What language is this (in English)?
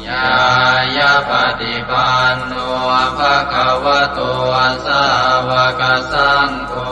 Pali